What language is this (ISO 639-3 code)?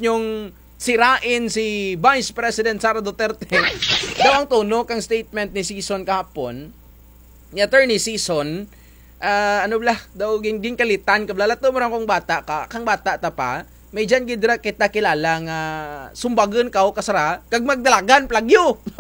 krj